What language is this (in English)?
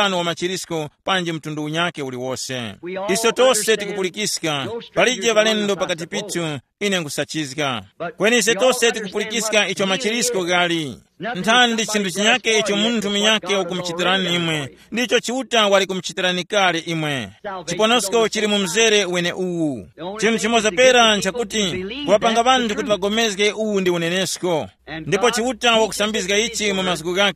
Tumbuka